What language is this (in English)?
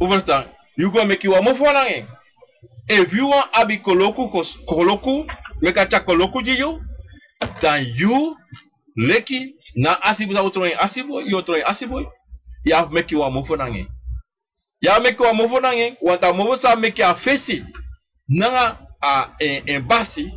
Sranan Tongo